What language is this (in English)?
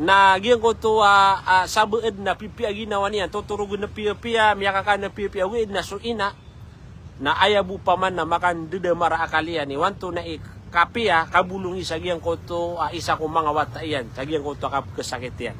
Maranao